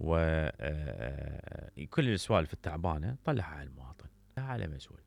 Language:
Mesopotamian Arabic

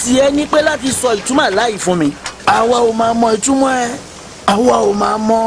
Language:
Yoruba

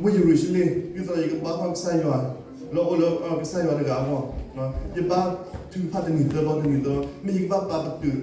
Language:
S'gaw Karen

